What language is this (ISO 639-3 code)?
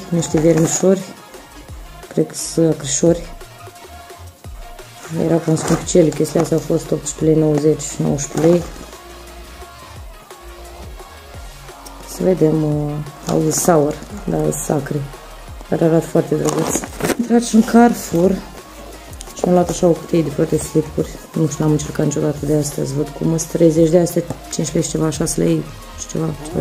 ron